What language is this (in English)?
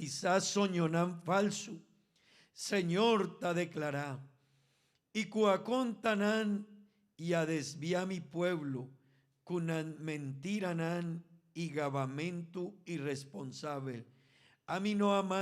Papiamento